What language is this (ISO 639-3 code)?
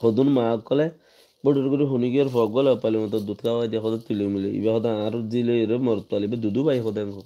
rhg